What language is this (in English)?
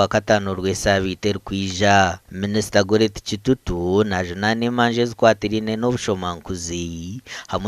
Nyankole